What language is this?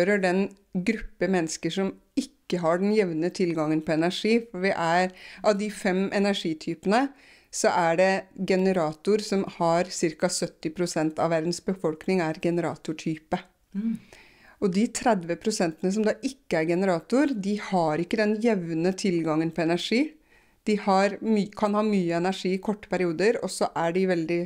Norwegian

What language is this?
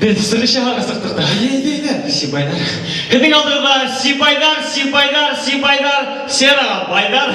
Bashkir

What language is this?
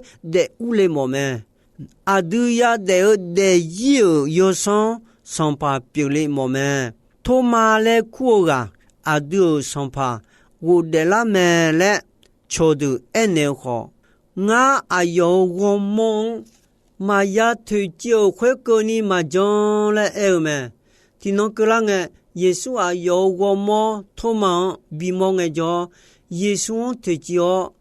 Akha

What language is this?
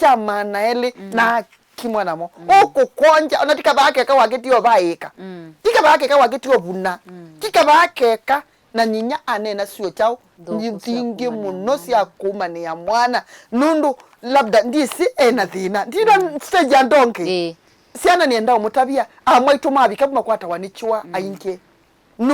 Kamba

